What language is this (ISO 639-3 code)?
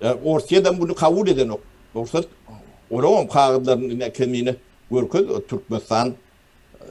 tuk